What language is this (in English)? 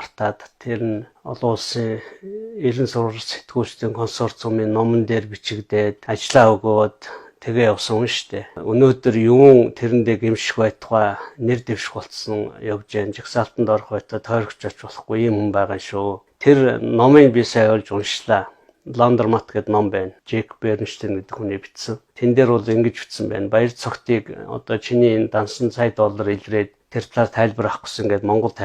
Mongolian